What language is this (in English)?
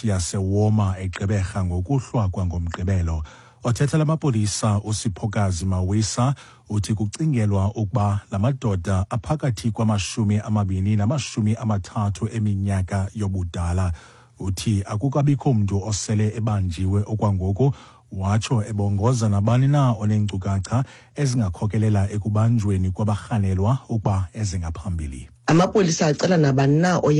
Xhosa